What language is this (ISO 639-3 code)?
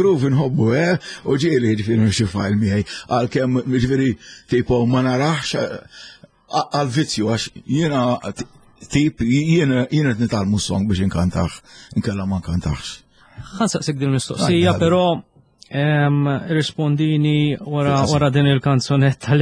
mlt